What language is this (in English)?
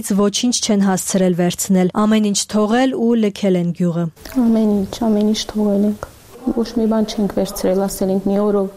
Armenian